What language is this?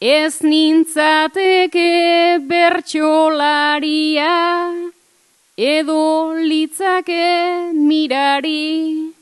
Basque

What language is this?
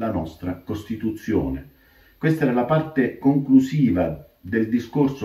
Italian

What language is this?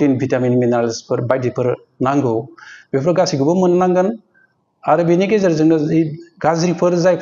Bodo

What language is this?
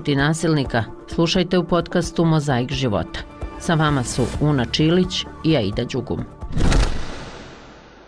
Bosnian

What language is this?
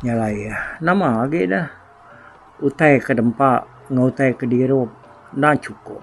Iban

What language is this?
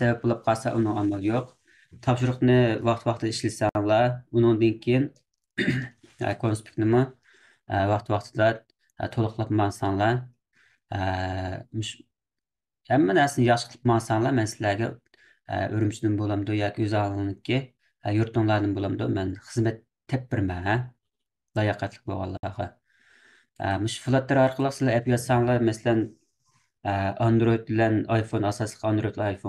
Uyghur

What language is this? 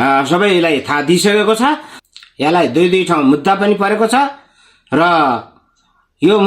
Nepali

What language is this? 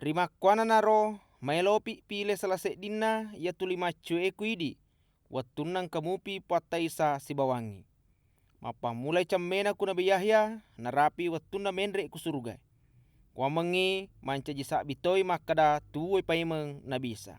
Buginese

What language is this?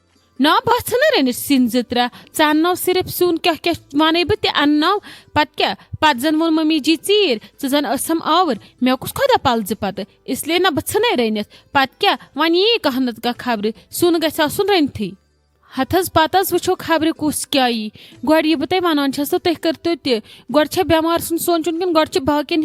Kashmiri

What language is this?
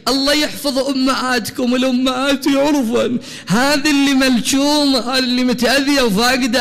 Mesopotamian Arabic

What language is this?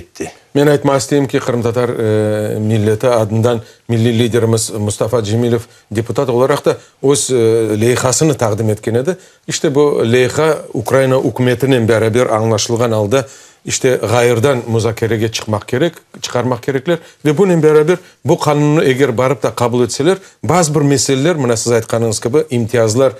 Crimean Tatar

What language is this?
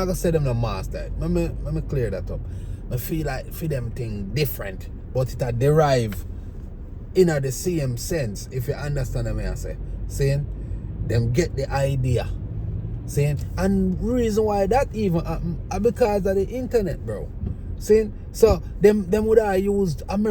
Jamaican Creole English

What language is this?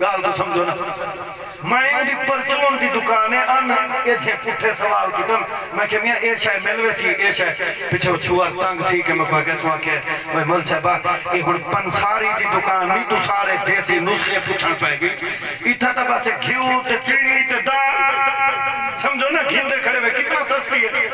Saraiki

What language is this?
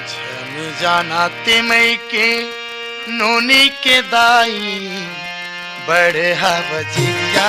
Chhattisgarhi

